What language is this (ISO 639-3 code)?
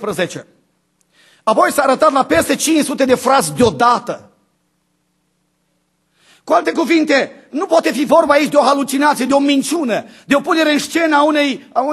ron